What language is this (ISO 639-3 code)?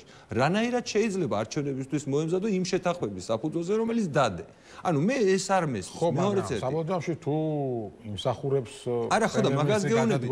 kat